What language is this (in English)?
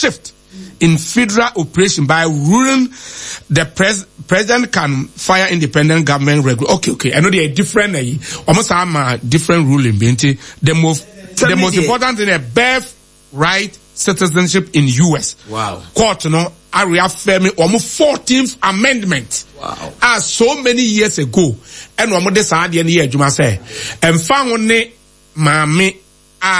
Akan